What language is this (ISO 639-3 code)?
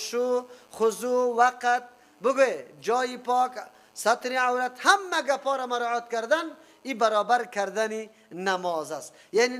fas